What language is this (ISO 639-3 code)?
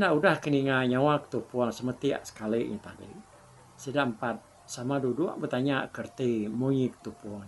iba